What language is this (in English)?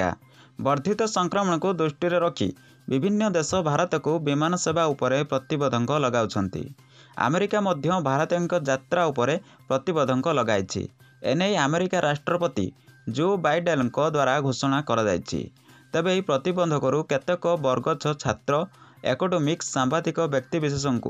Odia